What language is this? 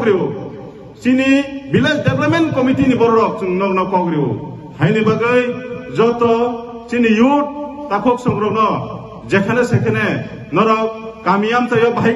Kok Borok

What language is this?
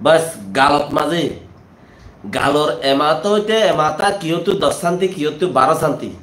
Rohingya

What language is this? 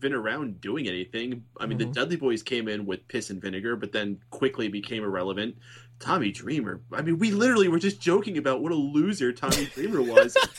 English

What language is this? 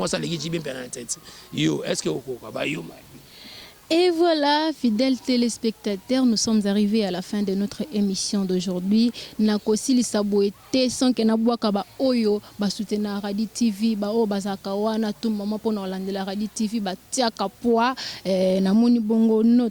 Lingala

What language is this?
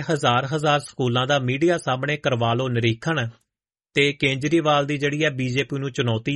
Punjabi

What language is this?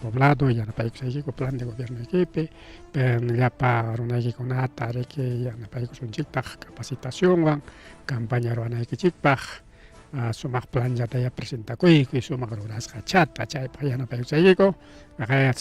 Ayacucho Quechua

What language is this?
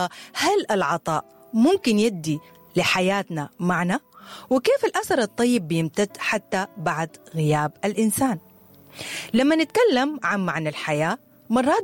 Sudanese Arabic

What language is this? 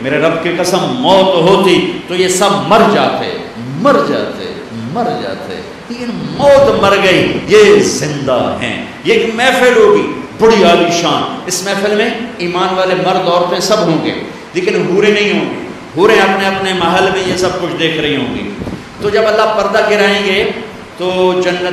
Urdu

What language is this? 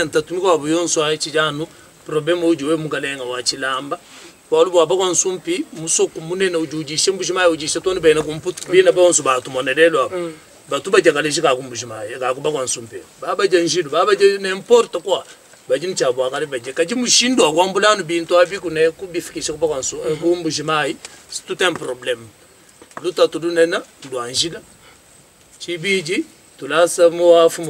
Luba-Lulua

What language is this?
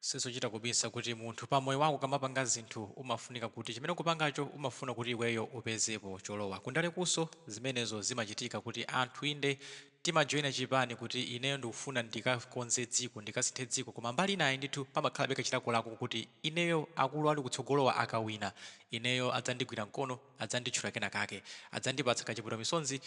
Nyanja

